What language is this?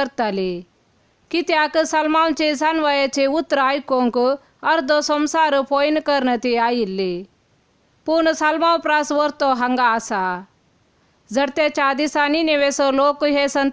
Konkani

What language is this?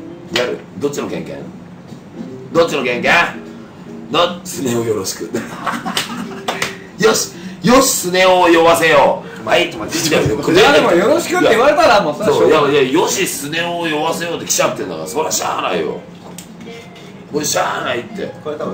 Japanese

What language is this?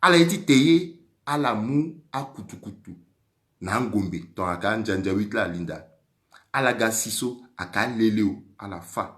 Sango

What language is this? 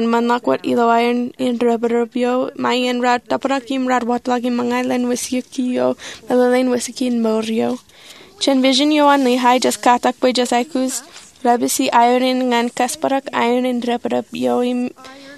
Marshallese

